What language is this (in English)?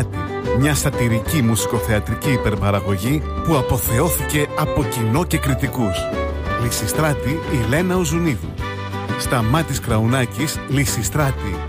Greek